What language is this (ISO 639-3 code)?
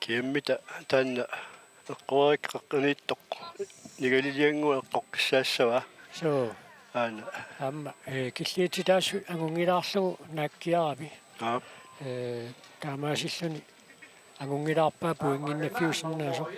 kal